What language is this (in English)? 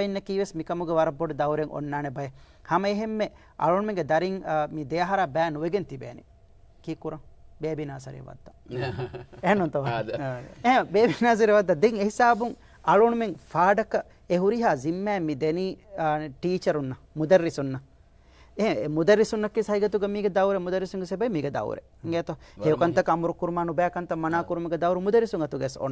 Divehi